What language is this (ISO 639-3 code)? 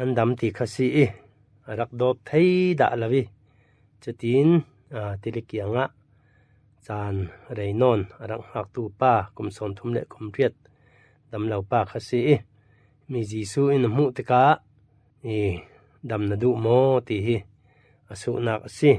cfm